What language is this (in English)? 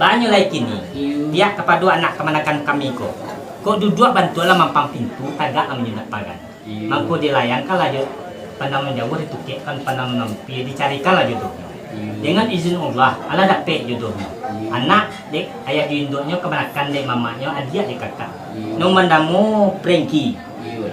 Minangkabau